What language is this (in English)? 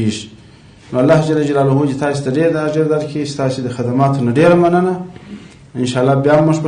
Pashto